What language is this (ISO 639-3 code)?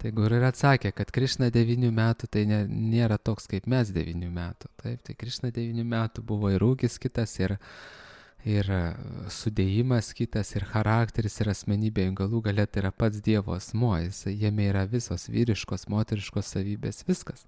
lit